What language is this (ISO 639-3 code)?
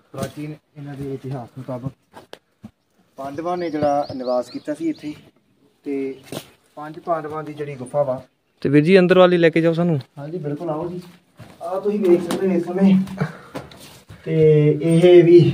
pan